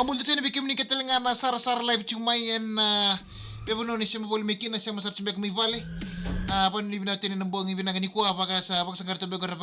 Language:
Fijian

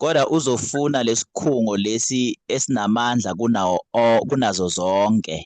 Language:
Zulu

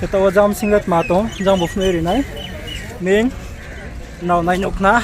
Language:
Riang (India)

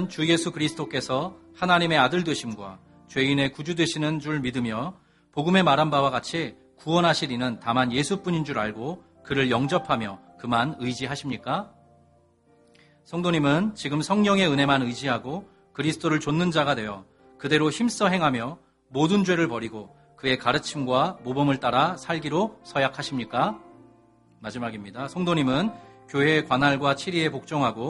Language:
Korean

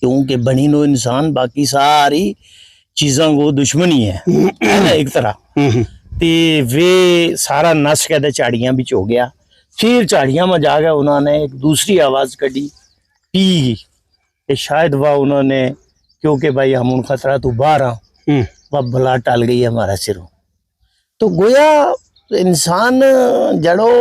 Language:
Gujari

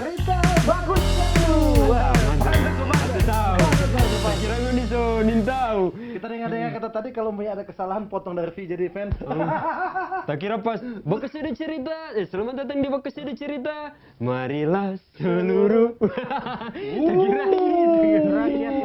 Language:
Manado Malay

